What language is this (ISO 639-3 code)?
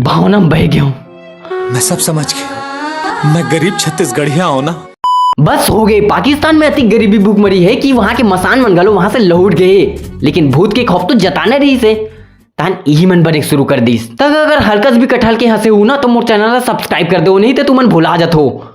hne